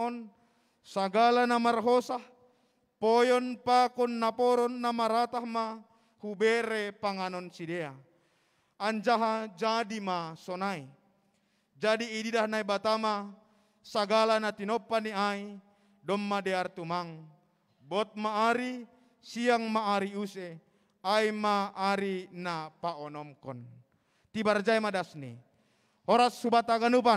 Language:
Batak Simalungun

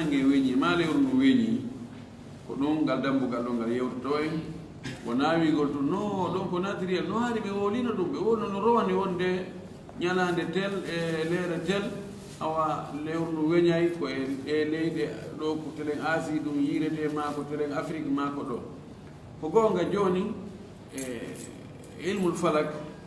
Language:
Fula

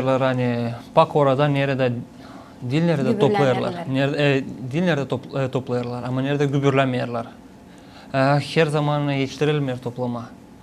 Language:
Gagauz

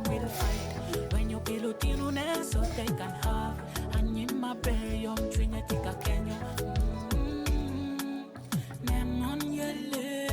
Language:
Acoli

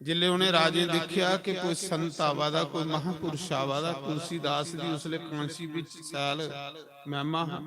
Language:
Dogri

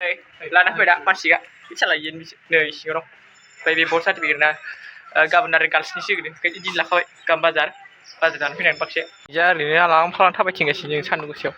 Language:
Bodo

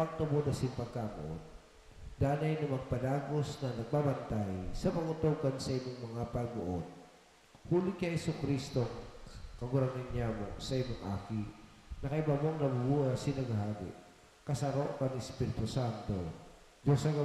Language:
Bikol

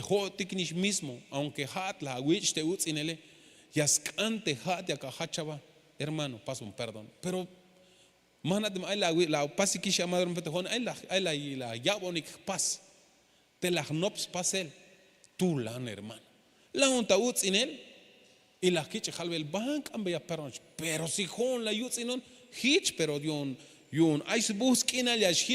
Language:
Tzeltal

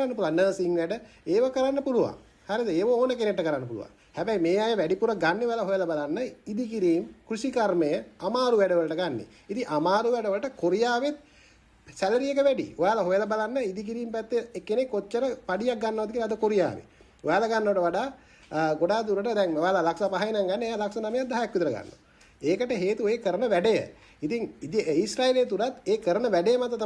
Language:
Sinhala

